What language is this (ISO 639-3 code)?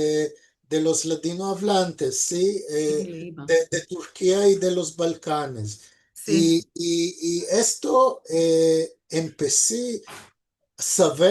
lad